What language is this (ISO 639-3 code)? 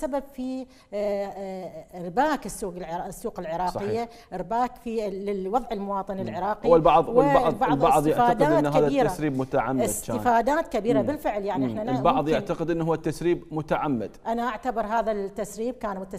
acm